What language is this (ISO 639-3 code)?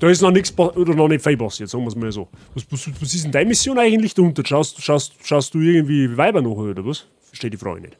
bar